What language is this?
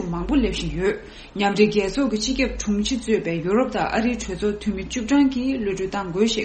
Tibetan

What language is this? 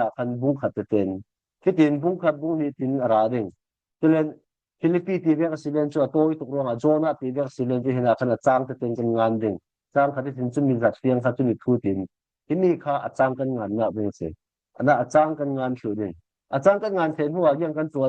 Falam Chin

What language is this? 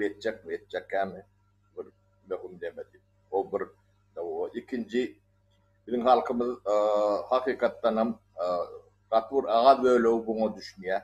Turkmen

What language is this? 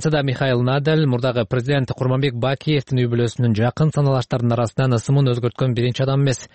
Kyrgyz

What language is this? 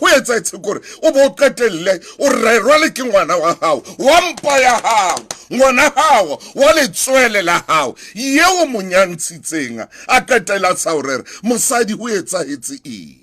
Southern Sotho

